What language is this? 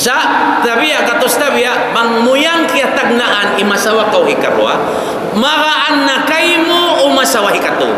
Tausug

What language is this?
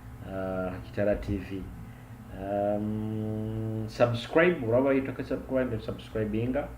Nyoro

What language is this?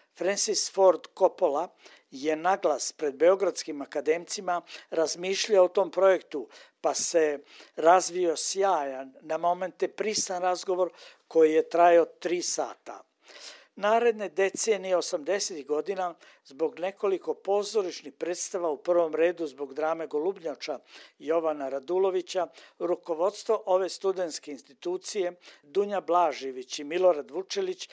Serbian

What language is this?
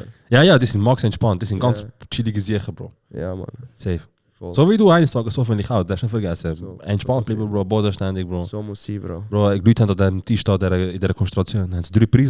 Swiss German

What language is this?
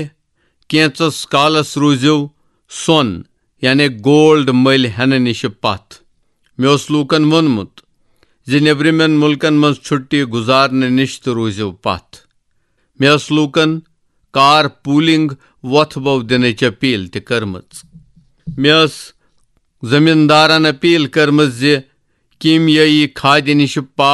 Kashmiri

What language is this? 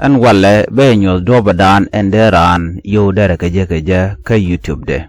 Nuer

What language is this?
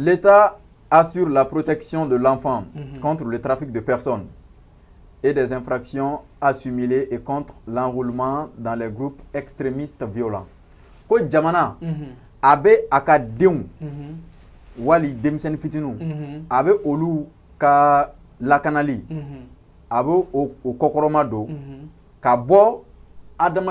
Bambara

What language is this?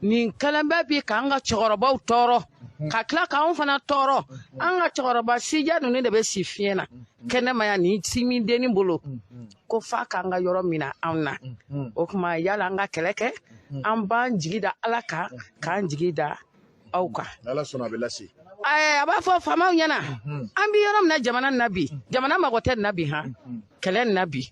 Bambara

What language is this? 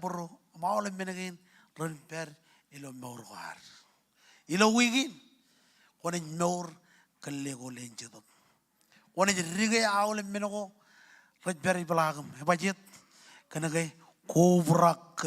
Marshallese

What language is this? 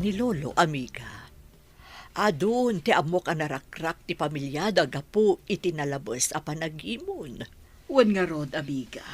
Iloko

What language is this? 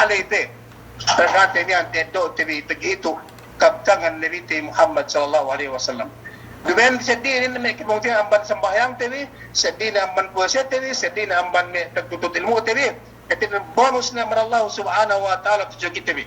Yakan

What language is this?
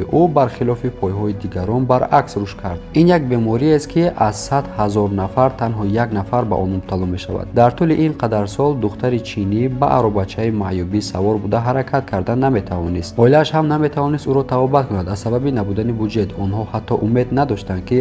Tajik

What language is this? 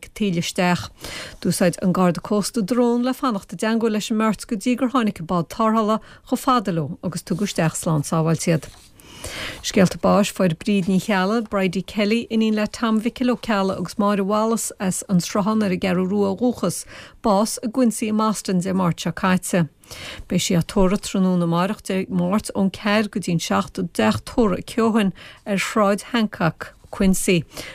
Irish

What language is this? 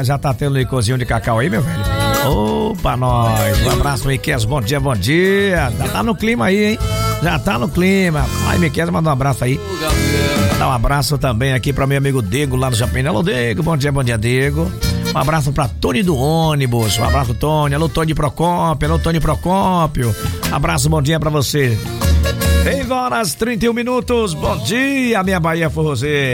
Portuguese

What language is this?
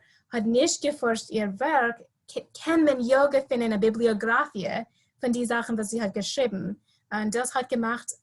Yiddish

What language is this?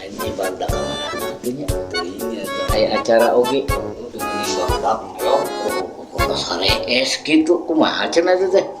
Sundanese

